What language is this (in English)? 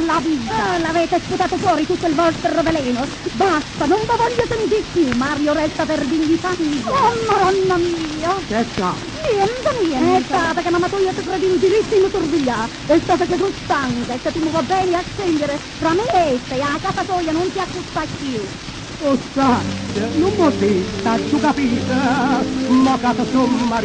Neapolitan